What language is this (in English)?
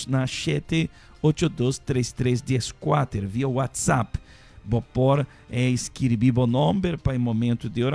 Papiamento